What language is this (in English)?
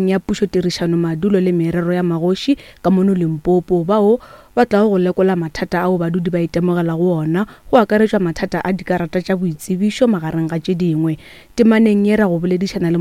Northern Sotho